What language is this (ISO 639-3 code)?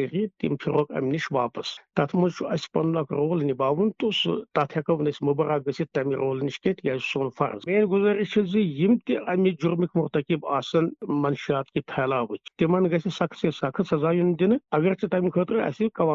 kas